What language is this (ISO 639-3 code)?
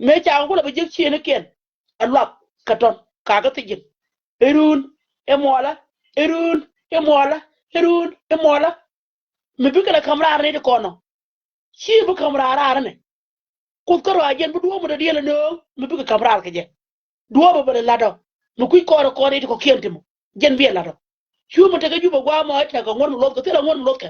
nus